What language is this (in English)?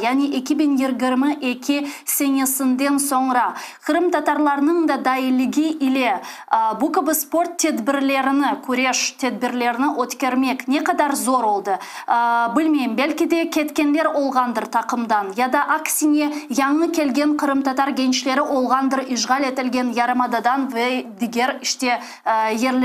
Crimean Tatar